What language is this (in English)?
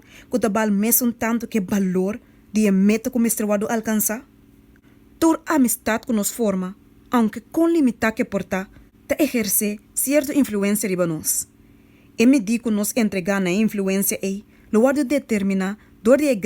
Papiamento